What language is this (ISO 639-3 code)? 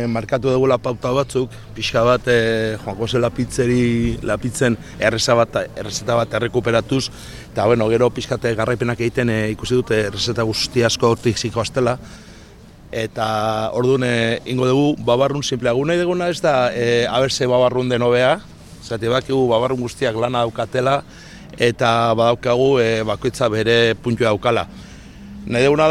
eus